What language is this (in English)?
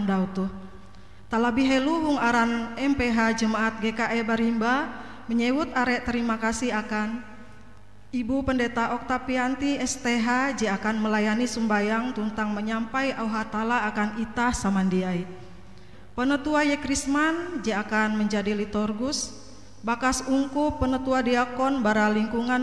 Ngaju